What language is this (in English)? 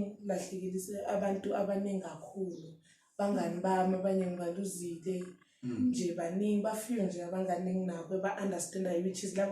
Zulu